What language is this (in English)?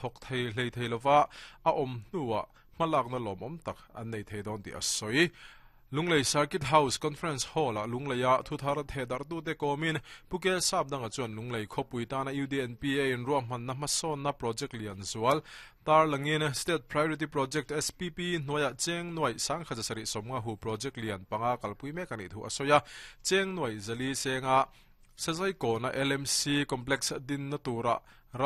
Mizo